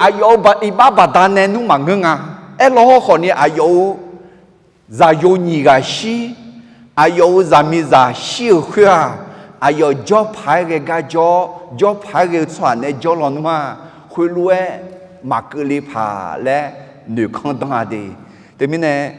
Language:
Akha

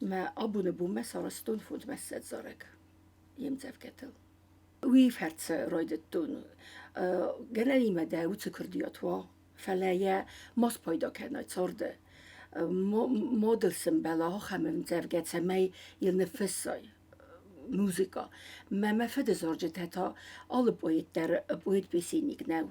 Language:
Ossetic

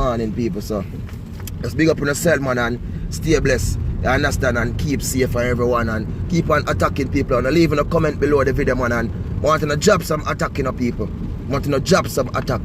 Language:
Jamaican Creole English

